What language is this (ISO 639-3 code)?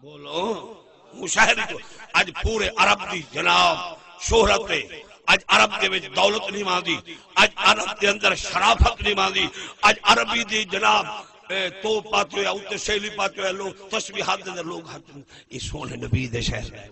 skr